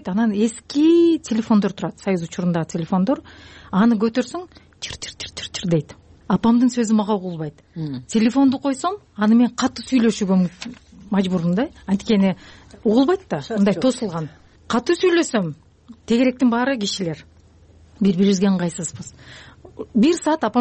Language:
Kyrgyz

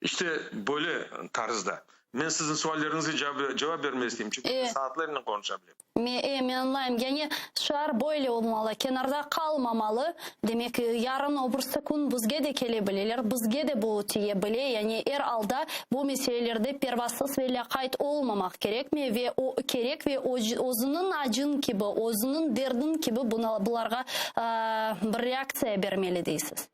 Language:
Crimean Tatar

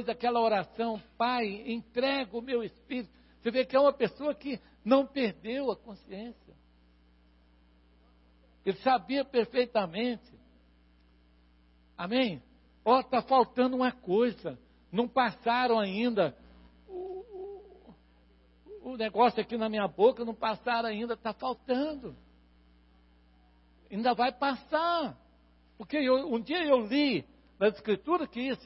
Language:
Portuguese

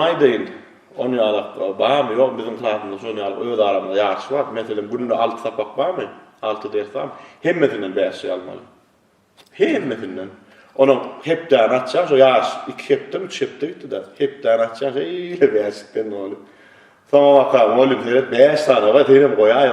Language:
Turkmen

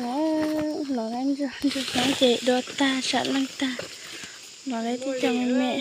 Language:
Hmong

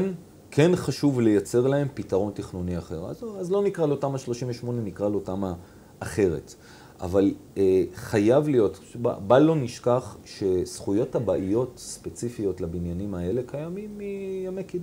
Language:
Hebrew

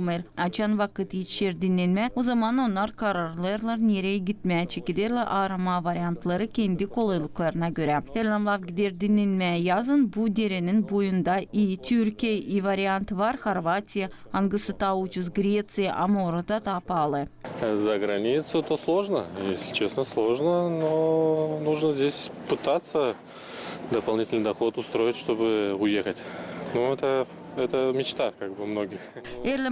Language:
Gagauz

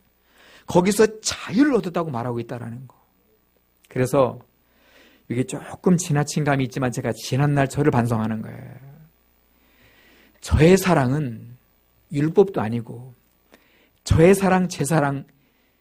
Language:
Korean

